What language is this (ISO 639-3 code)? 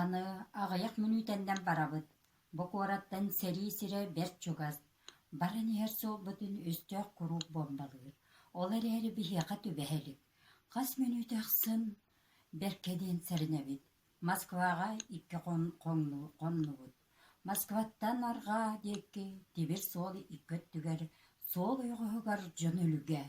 sah